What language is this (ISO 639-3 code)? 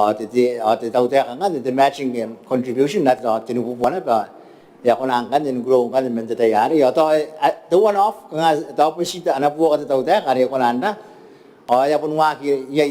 gil